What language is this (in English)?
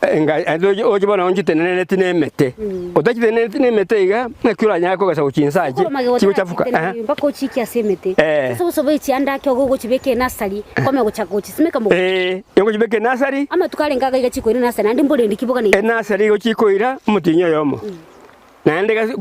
Gusii